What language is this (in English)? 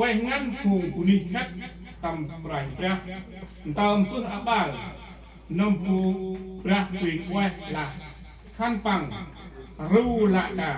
Central Mnong